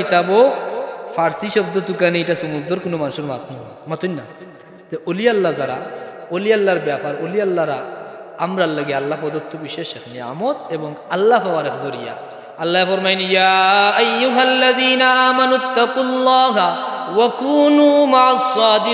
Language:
Sylheti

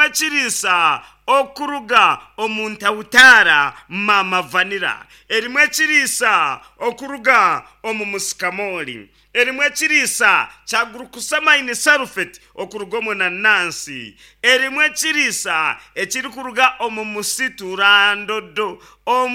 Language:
Nyankole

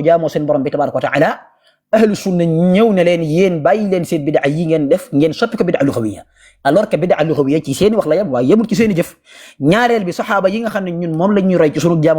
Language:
Wolof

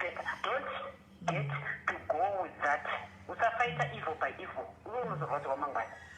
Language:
Shona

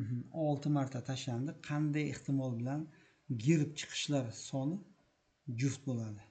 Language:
Uzbek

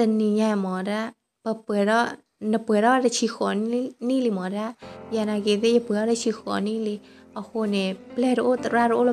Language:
S'gaw Karen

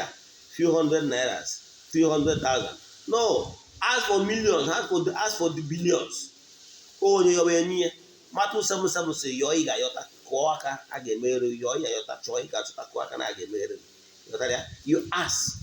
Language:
Igbo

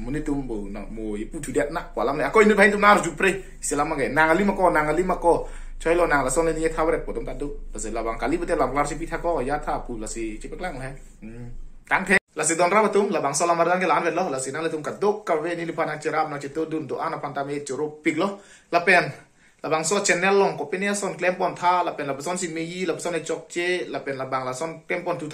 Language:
Karbi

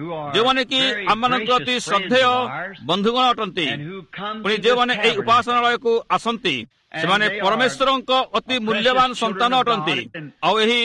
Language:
Odia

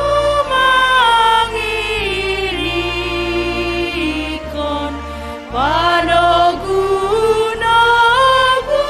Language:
Batak Simalungun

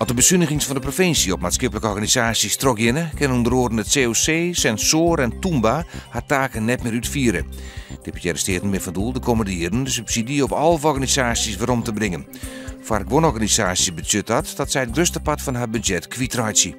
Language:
Western Frisian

